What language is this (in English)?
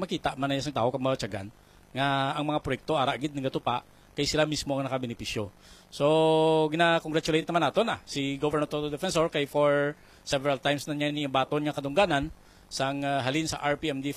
Hiligaynon